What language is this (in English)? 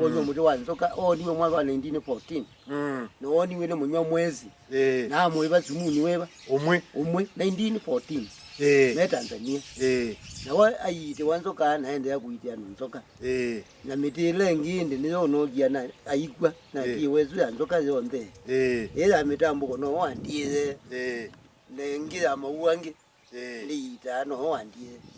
Kamba